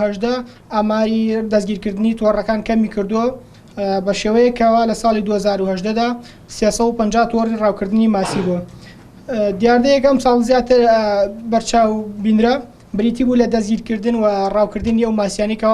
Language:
Central Kurdish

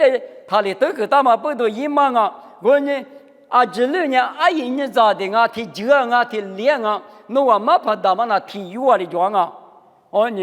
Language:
Lisu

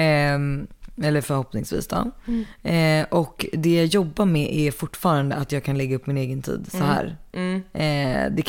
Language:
Swedish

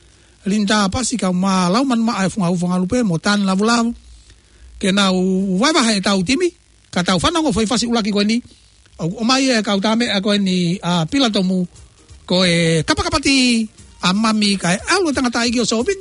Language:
Tongan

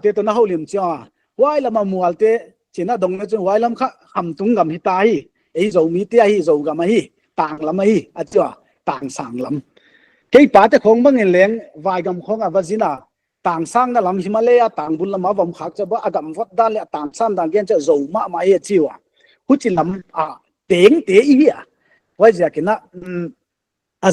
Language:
Paite Chin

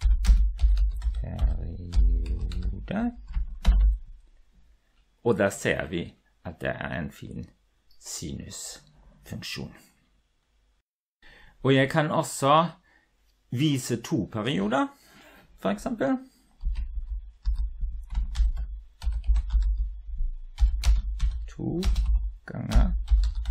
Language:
Norwegian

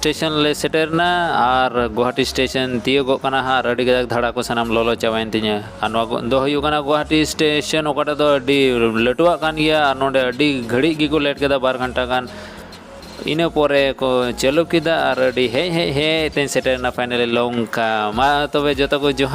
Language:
Santali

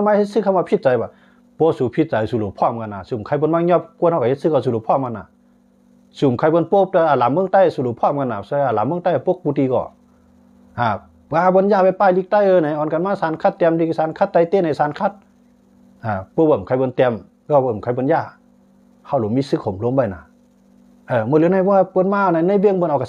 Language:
Shan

